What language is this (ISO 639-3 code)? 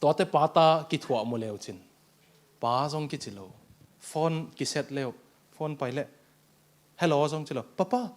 ctd